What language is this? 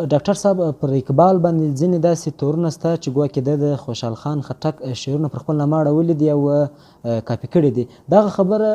Pashto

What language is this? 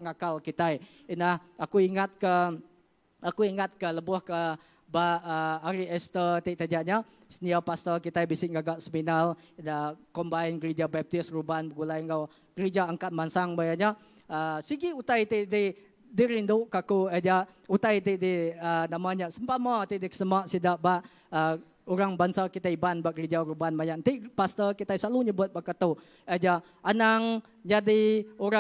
Iban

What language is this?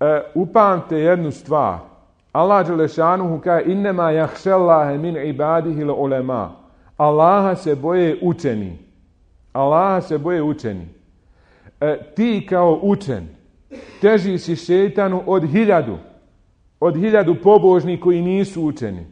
Bosnian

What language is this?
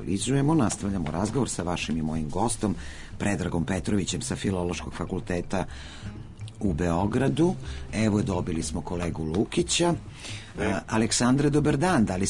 Serbian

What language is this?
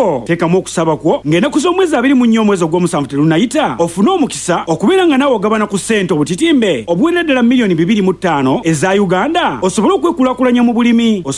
Ganda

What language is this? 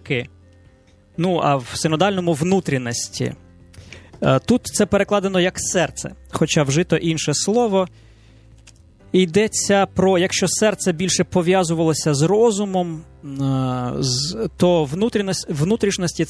Ukrainian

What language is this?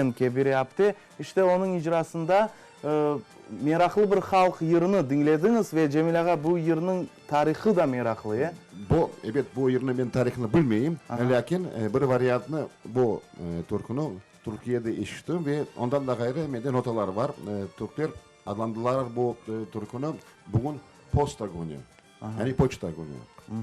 Crimean Tatar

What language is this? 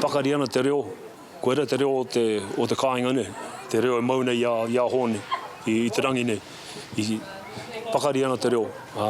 Māori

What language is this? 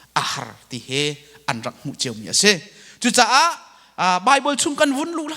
Hakha Chin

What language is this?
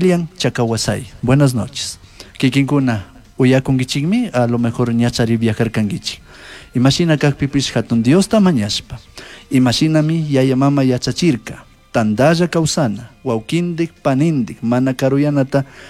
Chimborazo Highland Quichua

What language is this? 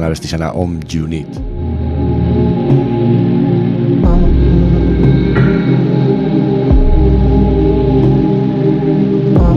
Basque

